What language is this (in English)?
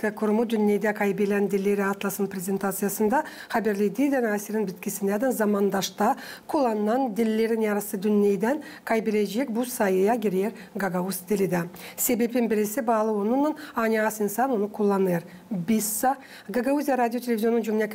Gagauz